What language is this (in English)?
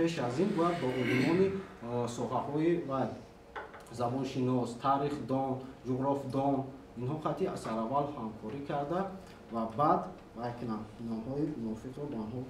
Tajik